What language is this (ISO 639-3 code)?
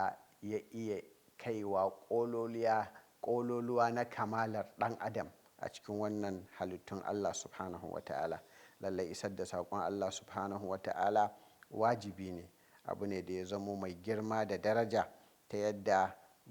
hau